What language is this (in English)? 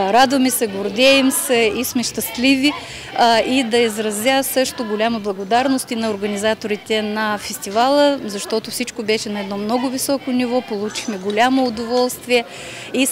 Bulgarian